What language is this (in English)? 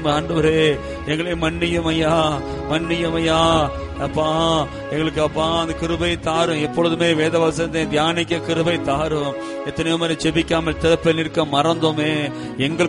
Tamil